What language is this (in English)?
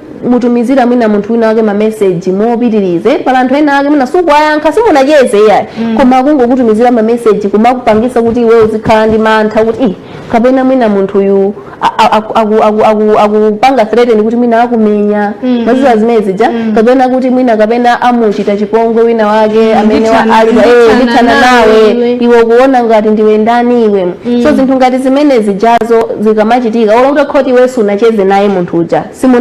Nyanja